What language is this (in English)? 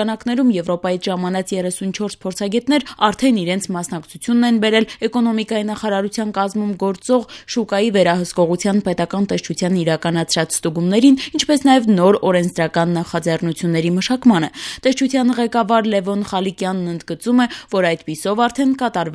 Armenian